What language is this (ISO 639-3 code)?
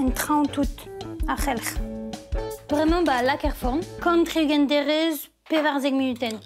bre